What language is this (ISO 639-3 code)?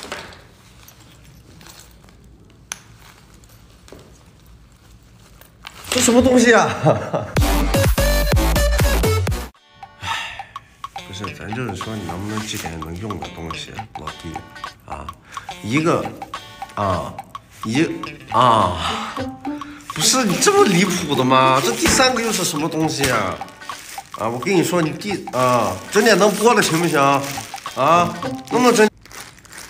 zho